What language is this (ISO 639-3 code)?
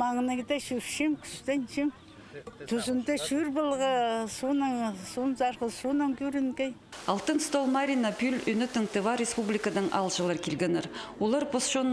kjh